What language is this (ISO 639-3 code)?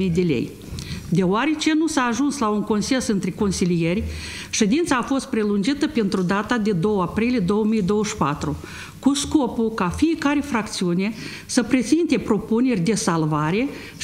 ron